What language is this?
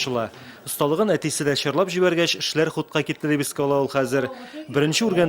Tatar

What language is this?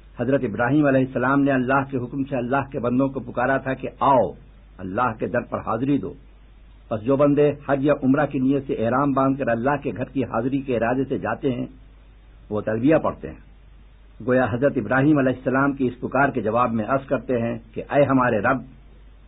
Urdu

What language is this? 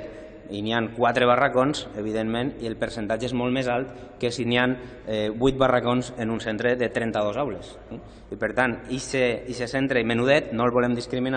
Catalan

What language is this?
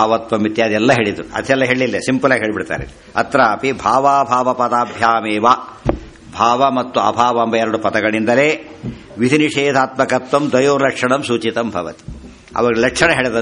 Kannada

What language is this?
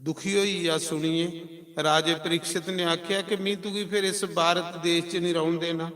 Dogri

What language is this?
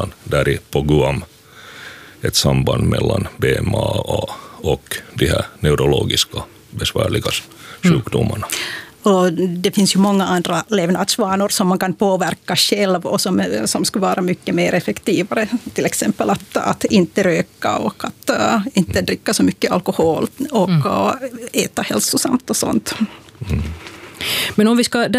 Swedish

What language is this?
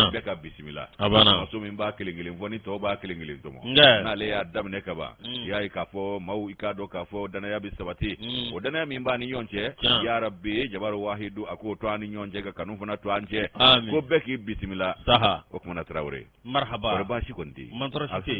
Bambara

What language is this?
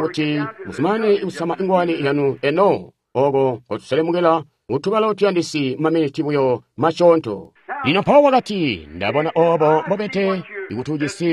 Tonga (Zambia)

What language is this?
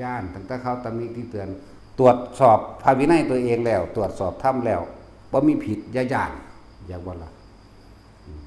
Northeastern Thai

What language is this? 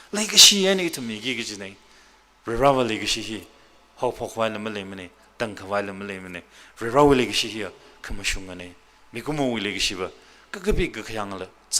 Tangkhul Naga (India)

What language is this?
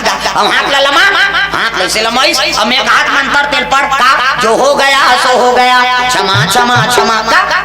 Chhattisgarhi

